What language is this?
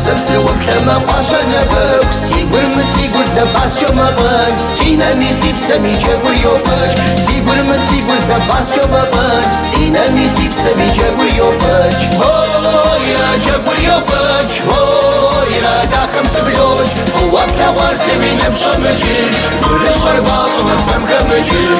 Kabardian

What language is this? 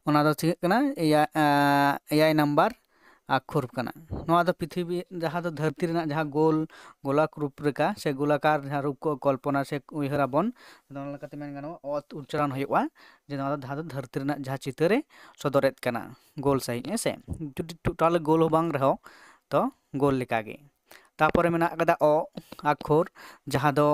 Santali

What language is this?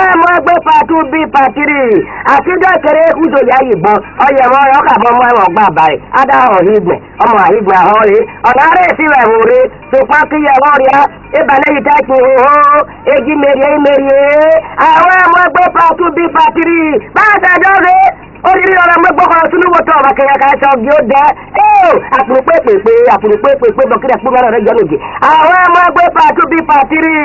Esan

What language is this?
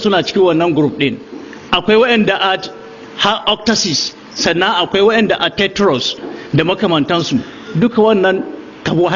Hausa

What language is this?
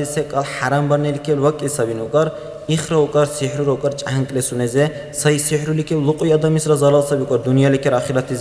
Dargwa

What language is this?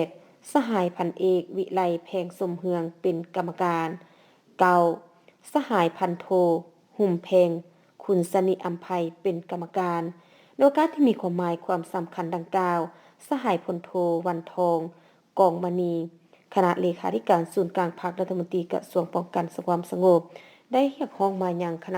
Lao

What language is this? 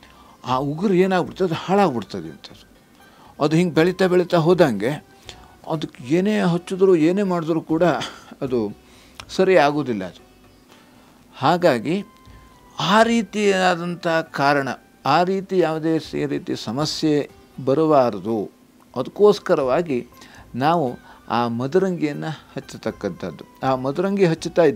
Kannada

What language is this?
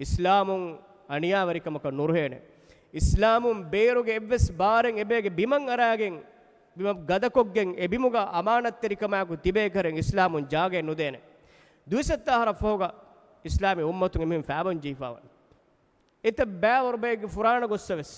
Divehi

